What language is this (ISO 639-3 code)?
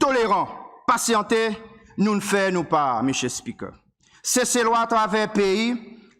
crs